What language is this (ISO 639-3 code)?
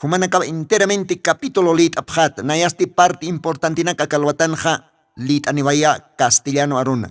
aym